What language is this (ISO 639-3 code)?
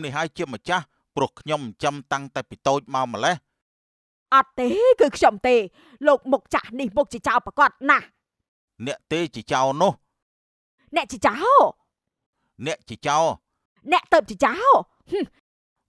khm